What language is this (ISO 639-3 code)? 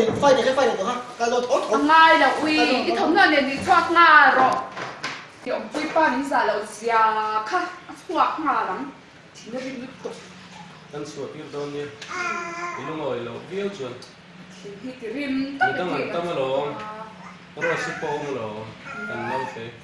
lus